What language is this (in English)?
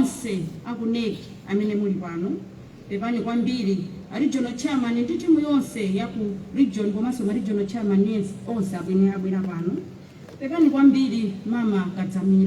Nyanja